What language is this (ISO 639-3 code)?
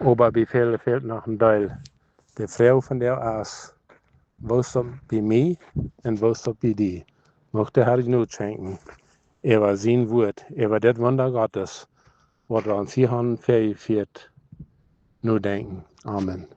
pdt